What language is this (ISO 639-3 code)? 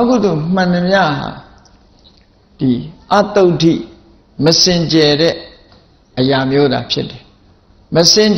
mya